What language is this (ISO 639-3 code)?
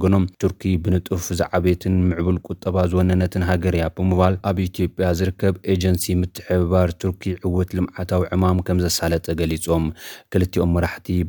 tir